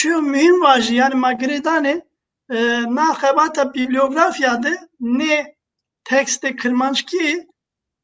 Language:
Zaza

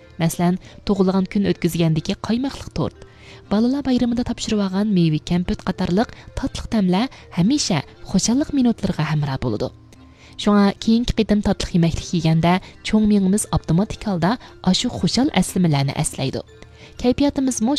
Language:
Uyghur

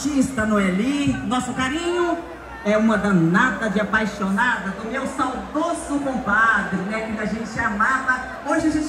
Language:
Portuguese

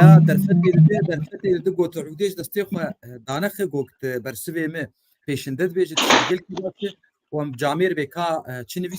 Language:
Kurdish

